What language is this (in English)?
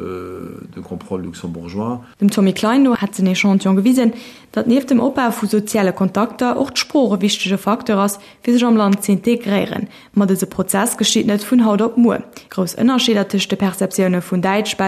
Luxembourgish